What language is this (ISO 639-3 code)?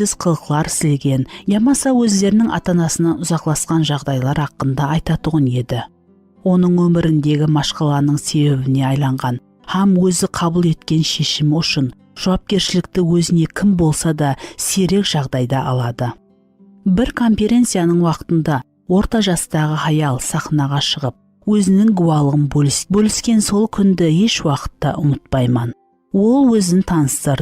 kaa